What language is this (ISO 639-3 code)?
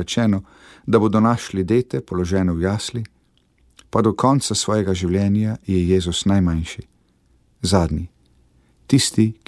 slv